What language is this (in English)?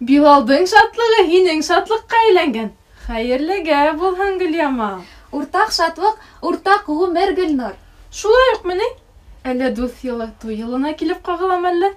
Bashkir